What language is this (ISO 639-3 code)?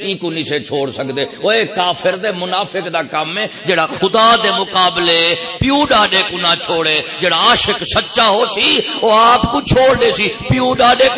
skr